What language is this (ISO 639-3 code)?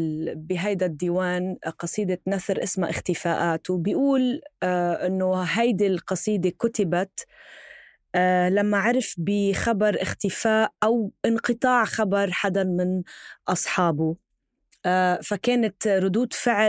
apc